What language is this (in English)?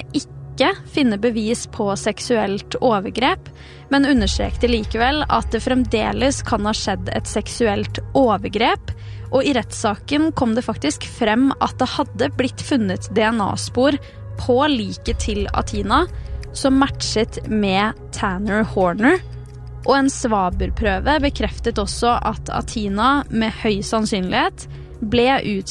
Norwegian